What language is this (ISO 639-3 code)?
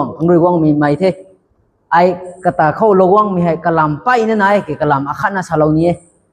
nbu